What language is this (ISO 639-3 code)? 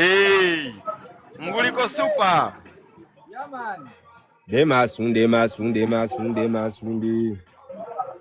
lug